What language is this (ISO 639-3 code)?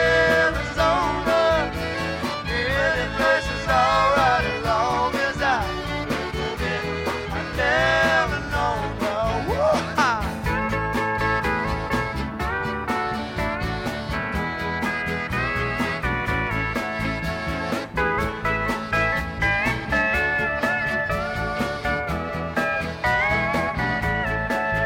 eng